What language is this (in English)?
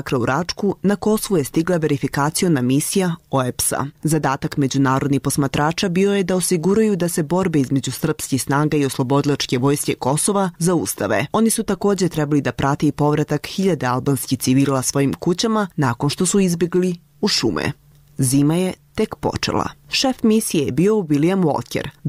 Serbian